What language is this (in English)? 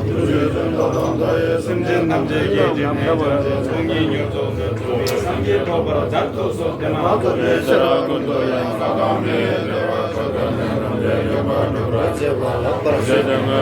Tibetan